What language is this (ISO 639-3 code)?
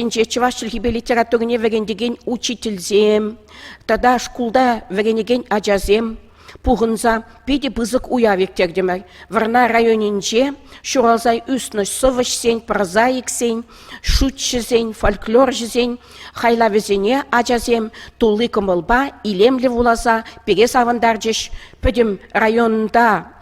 chv